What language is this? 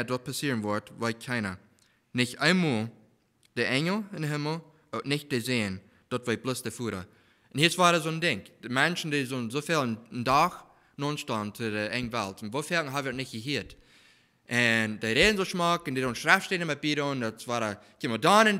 Plautdietsch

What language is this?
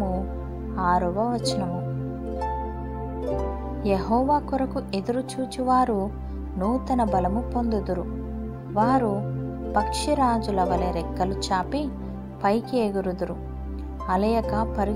Telugu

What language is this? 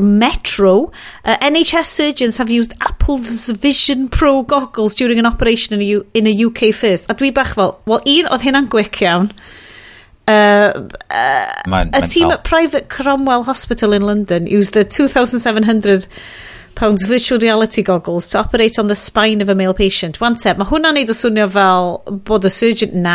Welsh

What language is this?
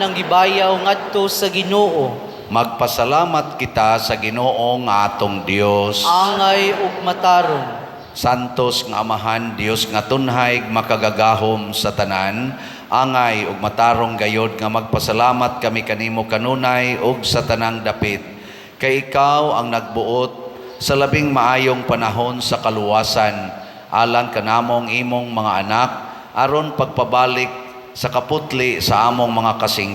Cebuano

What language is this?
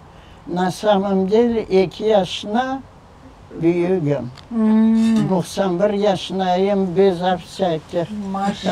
Crimean Tatar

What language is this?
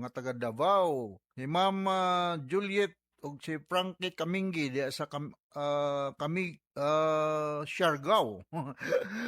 Cebuano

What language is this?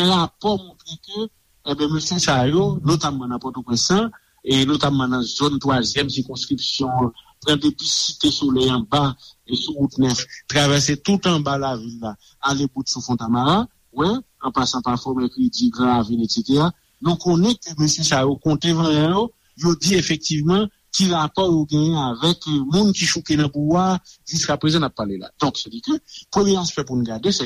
Haitian Creole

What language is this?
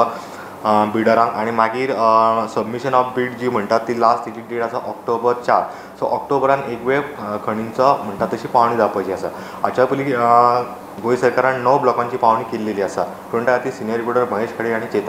Konkani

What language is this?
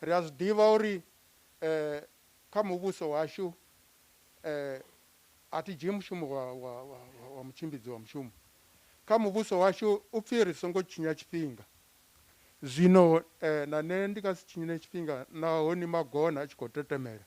Venda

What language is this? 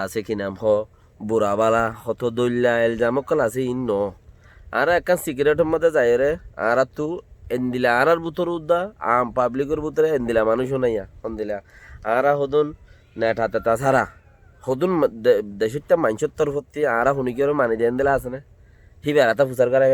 Rohingya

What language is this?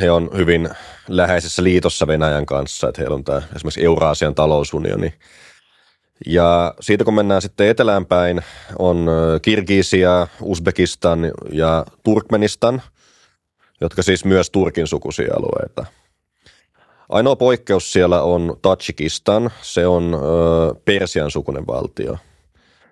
Finnish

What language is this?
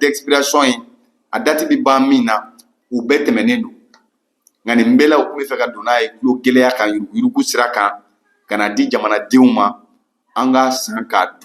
Bambara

